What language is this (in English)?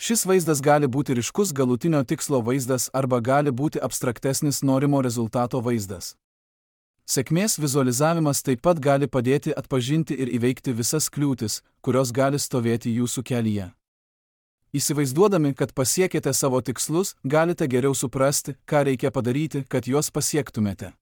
Lithuanian